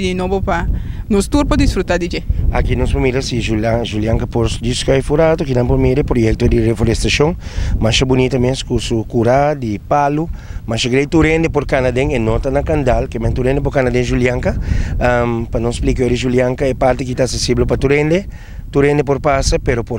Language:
Papiamento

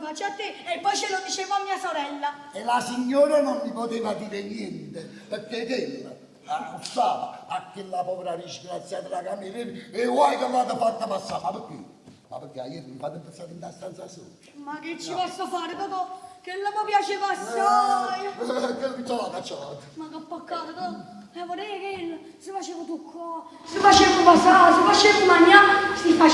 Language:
Neapolitan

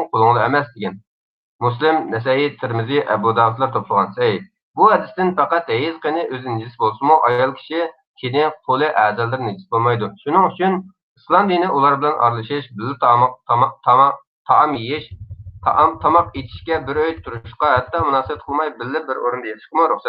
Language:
Uyghur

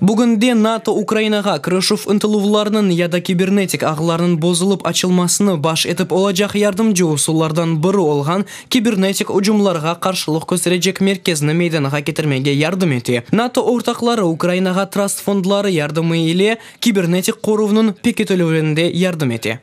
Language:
Crimean Tatar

